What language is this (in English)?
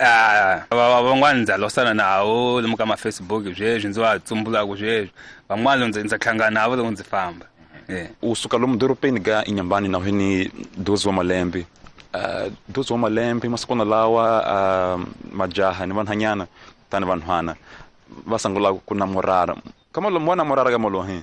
Tsonga